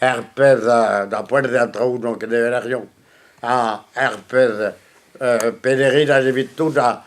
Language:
Breton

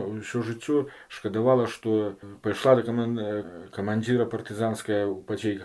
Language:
Belarusian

